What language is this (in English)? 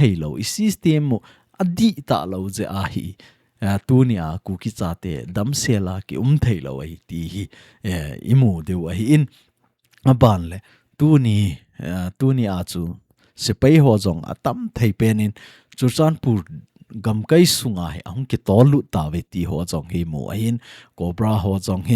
Thado Chin